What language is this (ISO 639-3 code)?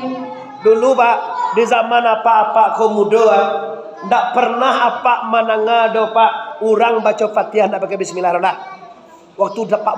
min